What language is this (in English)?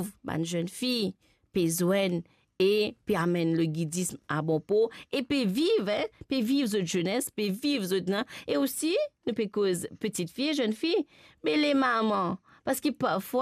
Morisyen